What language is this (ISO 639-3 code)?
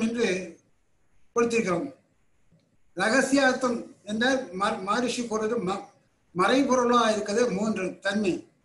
tam